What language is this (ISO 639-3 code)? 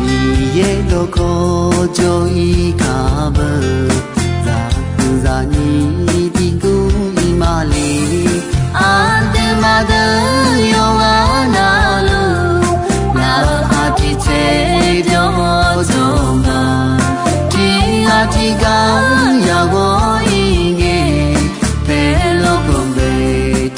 ahk